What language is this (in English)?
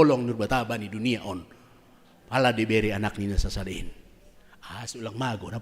Batak Simalungun